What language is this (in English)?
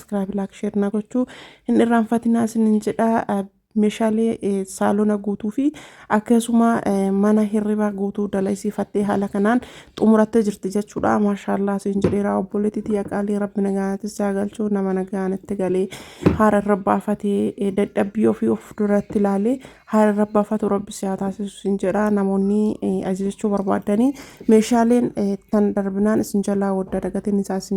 Oromo